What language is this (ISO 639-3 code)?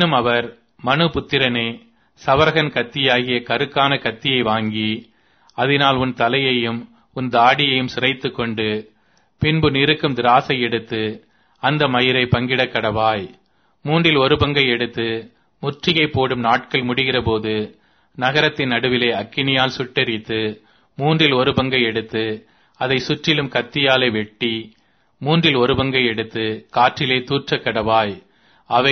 tam